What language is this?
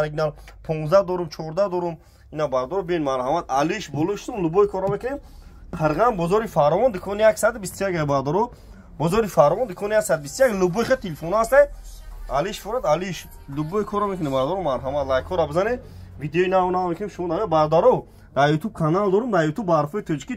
Tajik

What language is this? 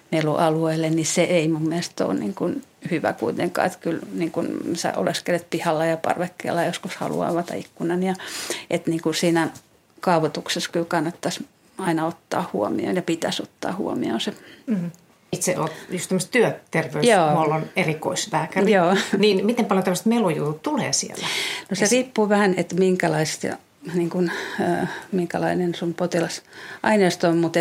Finnish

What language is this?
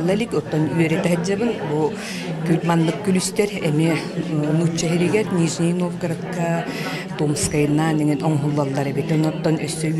Yakut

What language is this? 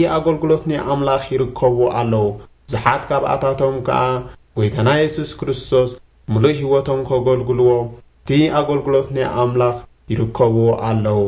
Tigrinya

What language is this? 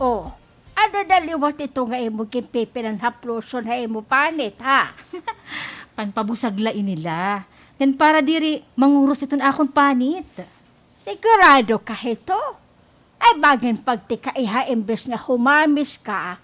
Waray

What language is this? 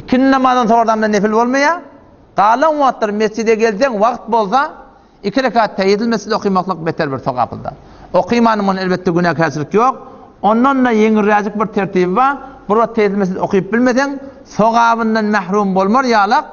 Turkmen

